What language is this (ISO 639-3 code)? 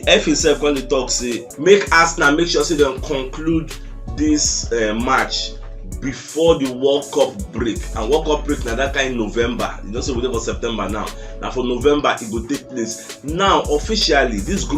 pcm